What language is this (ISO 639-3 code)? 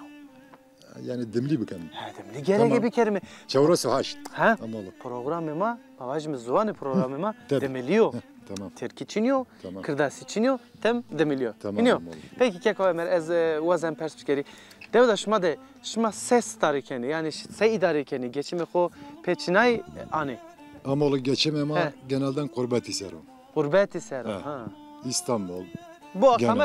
zza